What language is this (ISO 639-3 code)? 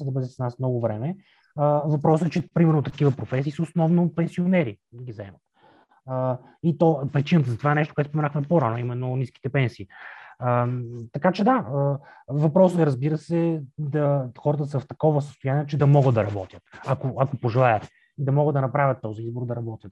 bul